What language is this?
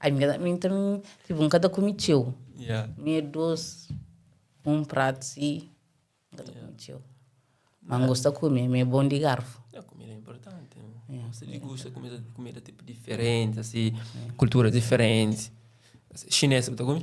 Kabuverdianu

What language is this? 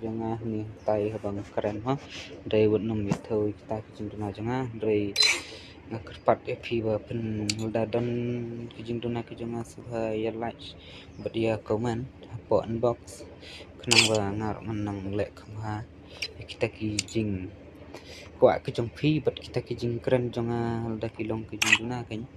Khasi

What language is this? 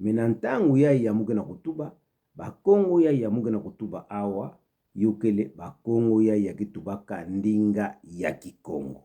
Kituba (Democratic Republic of Congo)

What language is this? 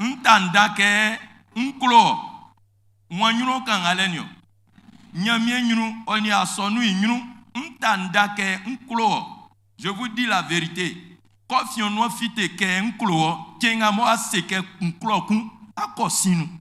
Baoulé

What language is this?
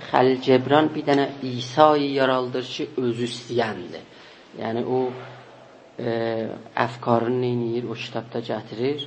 South Azerbaijani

